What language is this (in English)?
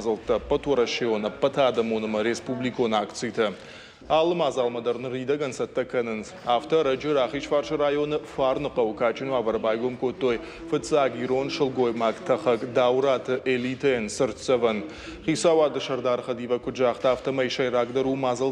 Ossetic